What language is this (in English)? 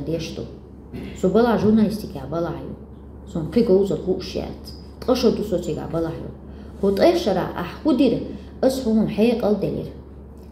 Chechen